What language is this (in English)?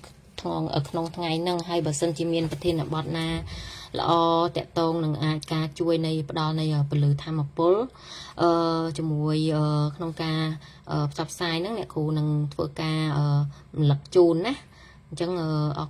Khmer